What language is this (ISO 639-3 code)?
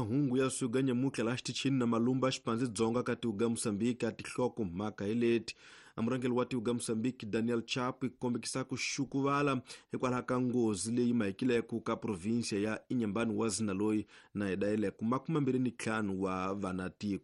tso